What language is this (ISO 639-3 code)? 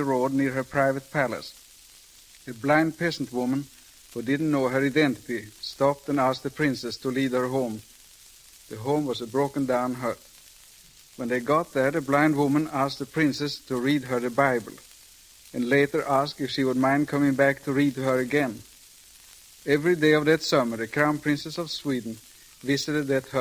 eng